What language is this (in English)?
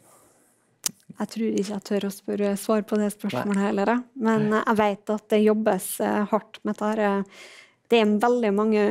Norwegian